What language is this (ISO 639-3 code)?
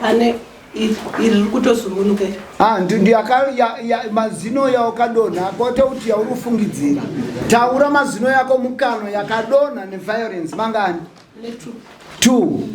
sna